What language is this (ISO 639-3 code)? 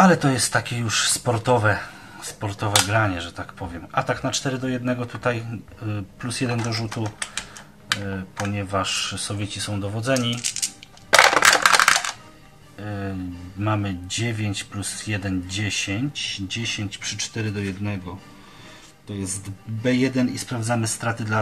pol